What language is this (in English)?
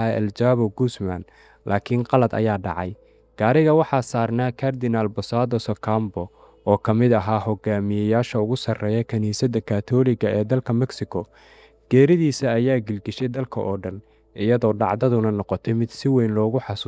Somali